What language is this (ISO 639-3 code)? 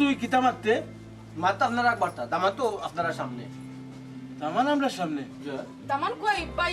syl